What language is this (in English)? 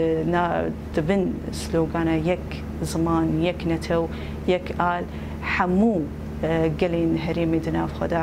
Kurdish